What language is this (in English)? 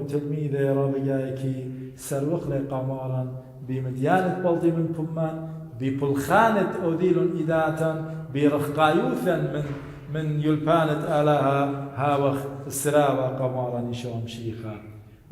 Assyrian Neo-Aramaic